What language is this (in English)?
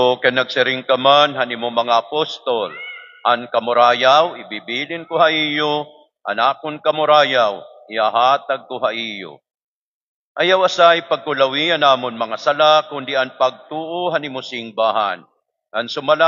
Waray